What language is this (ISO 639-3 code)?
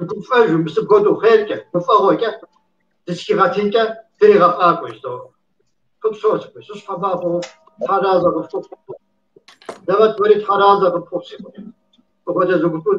kbd